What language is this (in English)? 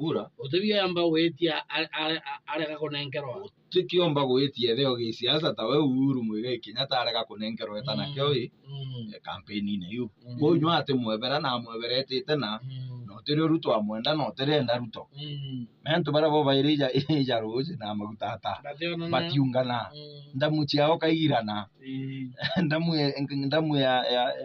Meru